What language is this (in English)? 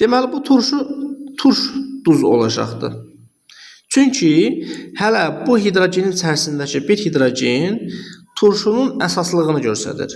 Azerbaijani